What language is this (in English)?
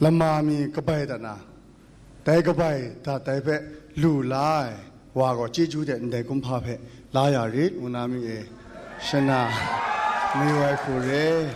Kachin